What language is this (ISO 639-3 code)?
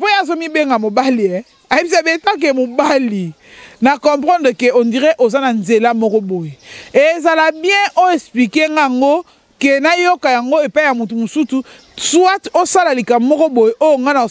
lin